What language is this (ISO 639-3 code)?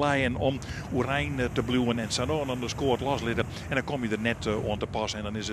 fry